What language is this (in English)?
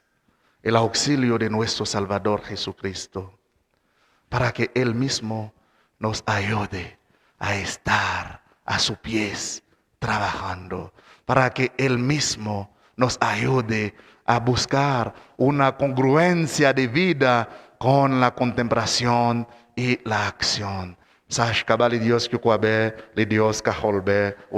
Kekchí